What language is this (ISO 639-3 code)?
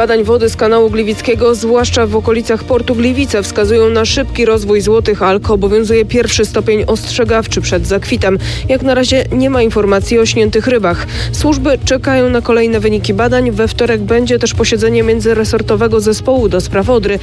pol